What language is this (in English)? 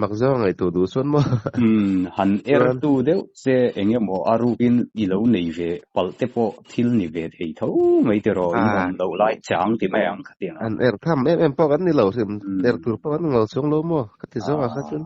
Mizo